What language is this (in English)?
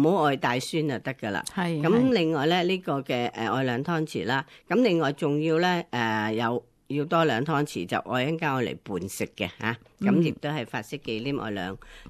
Cantonese